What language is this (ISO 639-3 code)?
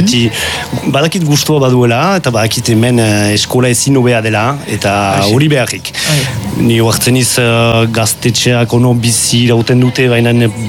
eus